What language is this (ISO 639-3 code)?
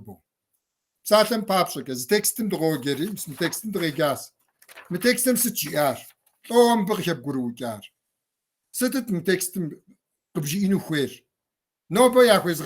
kbd